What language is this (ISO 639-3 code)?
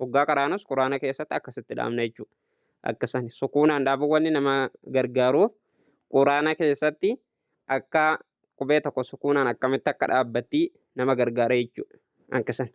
orm